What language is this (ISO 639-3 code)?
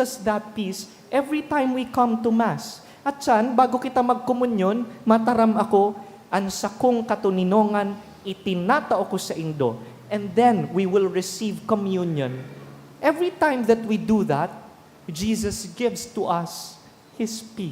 bik